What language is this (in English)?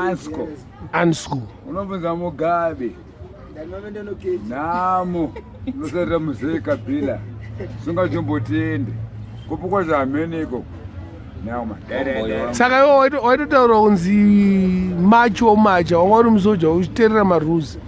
Shona